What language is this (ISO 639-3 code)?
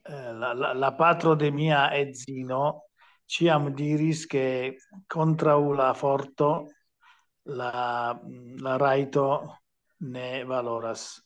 epo